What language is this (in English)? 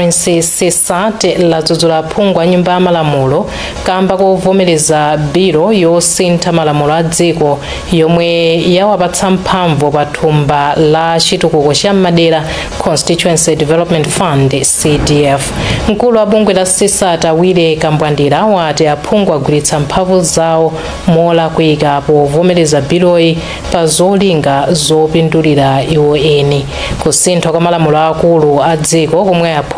Nyanja